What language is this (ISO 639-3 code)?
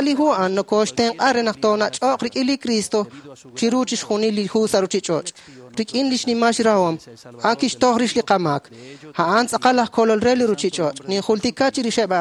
kek